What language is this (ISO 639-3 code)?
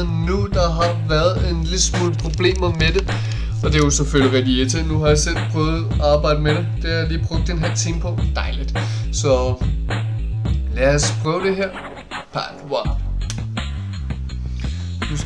dan